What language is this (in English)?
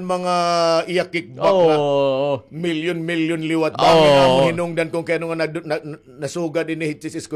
Waray